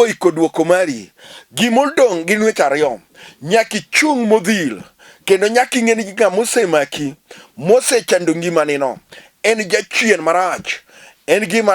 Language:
Luo (Kenya and Tanzania)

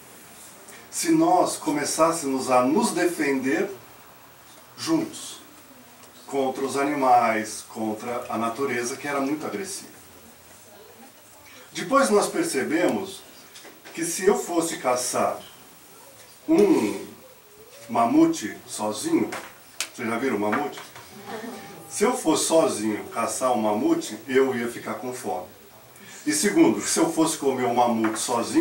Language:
Portuguese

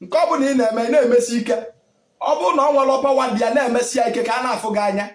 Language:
Igbo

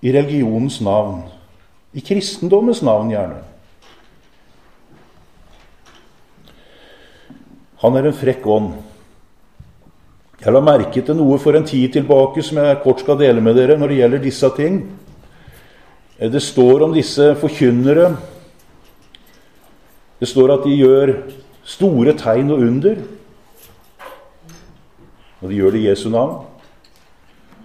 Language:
Norwegian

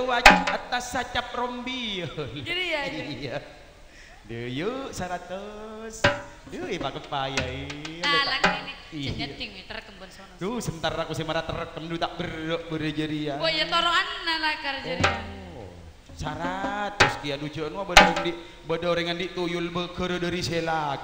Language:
Madurese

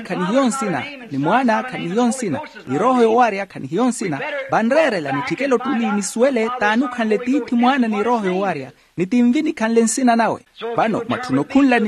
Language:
Makhuwa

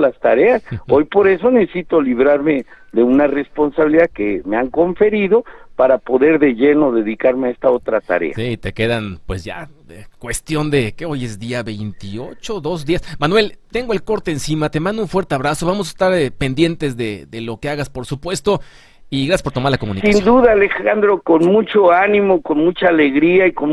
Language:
Spanish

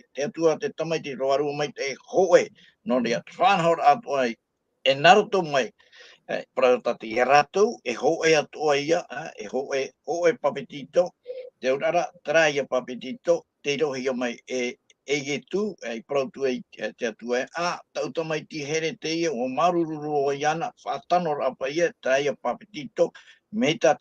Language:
Tahitian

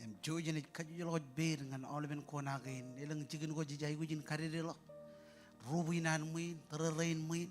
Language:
Marshallese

